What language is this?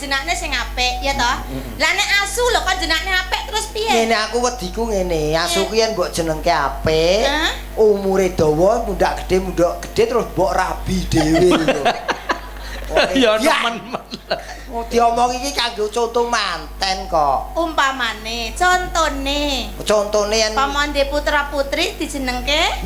Javanese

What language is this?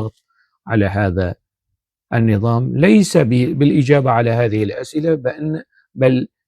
North Levantine Arabic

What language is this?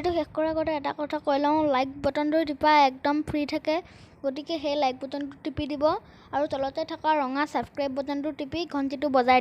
Assamese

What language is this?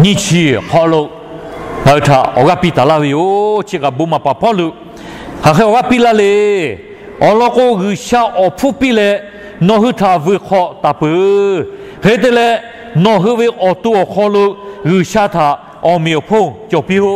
Lahu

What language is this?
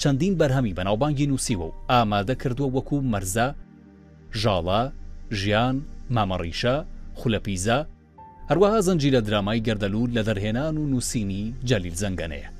Central Kurdish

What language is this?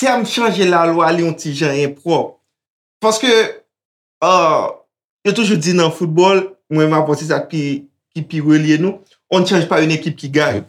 Haitian Creole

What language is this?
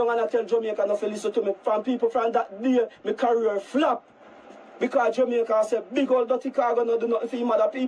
Jamaican Creole English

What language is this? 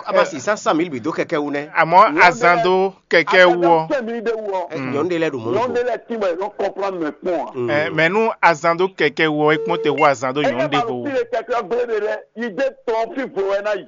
Fon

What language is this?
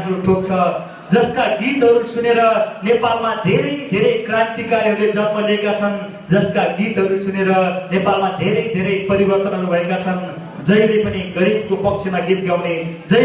Nepali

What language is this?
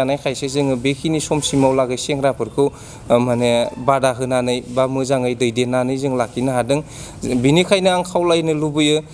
Bodo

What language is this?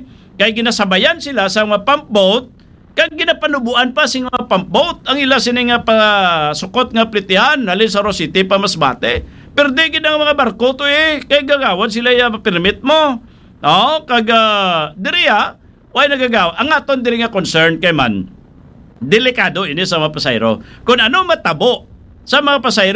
Hiligaynon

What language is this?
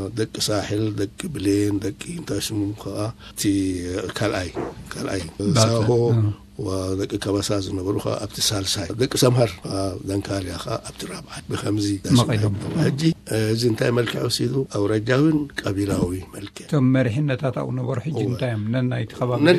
Tigrinya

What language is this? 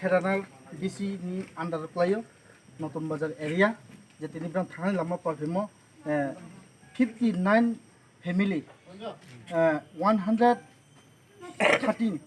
Kok Borok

